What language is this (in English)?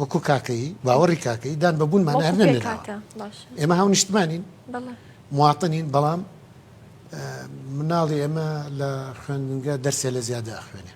Central Kurdish